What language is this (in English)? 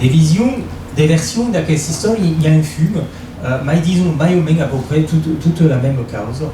Occitan